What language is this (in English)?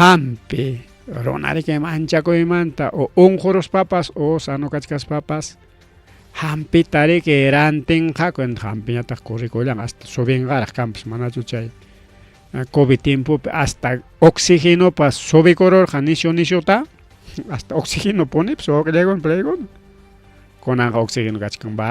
Ayacucho Quechua